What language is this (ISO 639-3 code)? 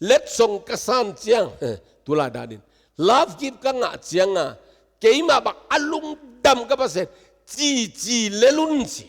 ctd